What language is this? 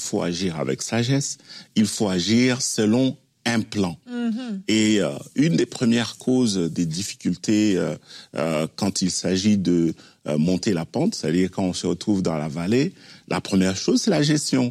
French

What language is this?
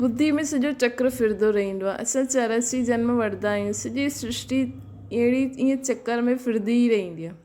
Sindhi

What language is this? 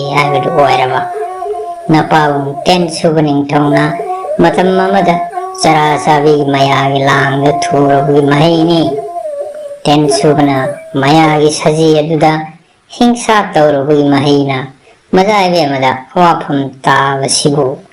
Manipuri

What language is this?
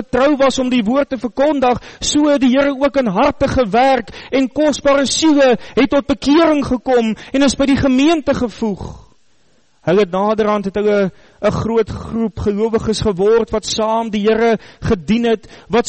Afrikaans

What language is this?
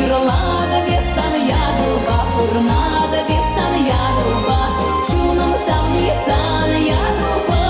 Chuvash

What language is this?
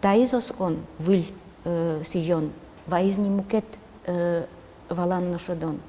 Udmurt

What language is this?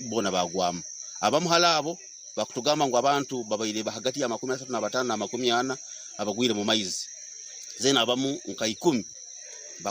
Nyankole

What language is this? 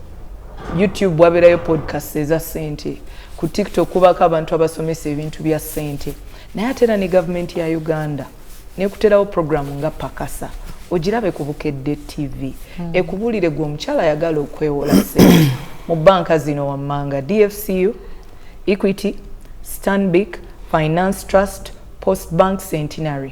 Ganda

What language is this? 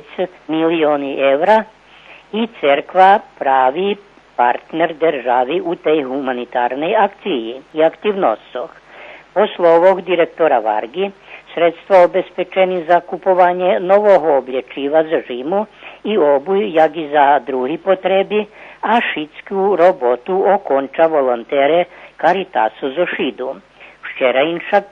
Rusyn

